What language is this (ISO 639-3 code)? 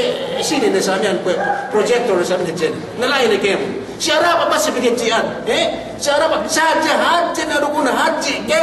yka